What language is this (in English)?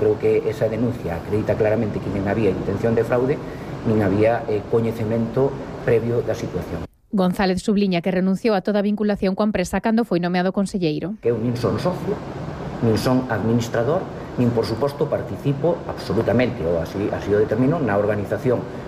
Galician